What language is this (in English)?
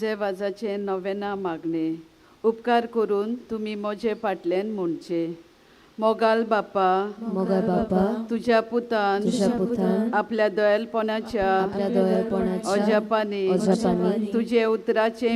Konkani